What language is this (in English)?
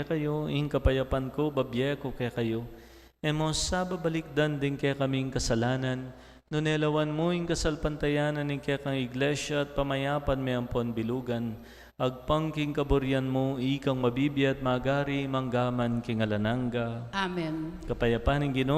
Pampanga